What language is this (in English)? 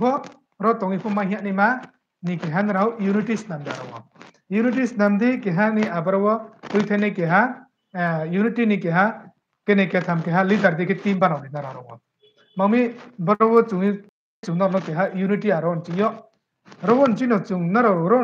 Riang (India)